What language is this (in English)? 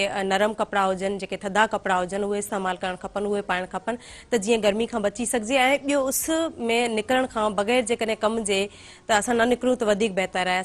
Sindhi